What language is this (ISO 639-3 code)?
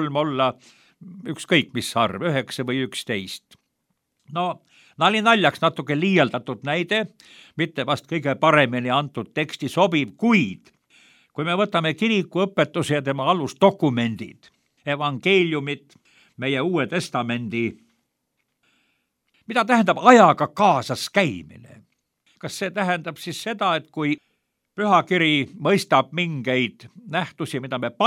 est